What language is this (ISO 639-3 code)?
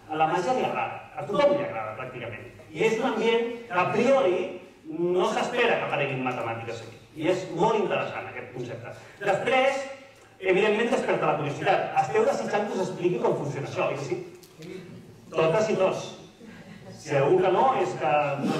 cat